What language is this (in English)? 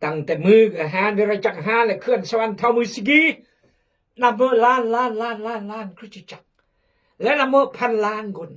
Khmu